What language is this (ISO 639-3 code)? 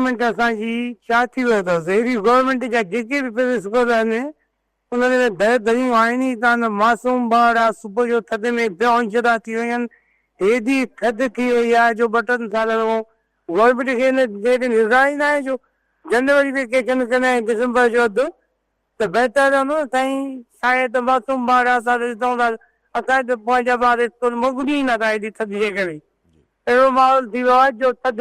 snd